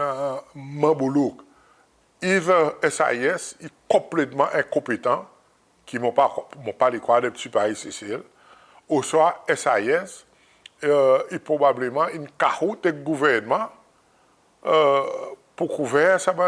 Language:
Seselwa Creole French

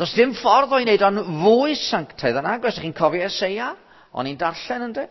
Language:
Welsh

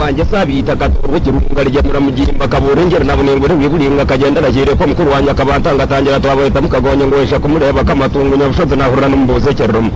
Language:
Nyankole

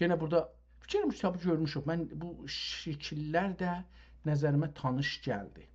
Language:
South Azerbaijani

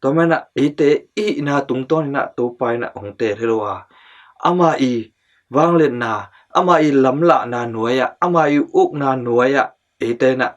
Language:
Tedim Chin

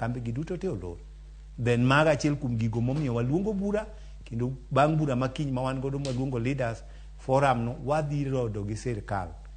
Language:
Luo (Kenya and Tanzania)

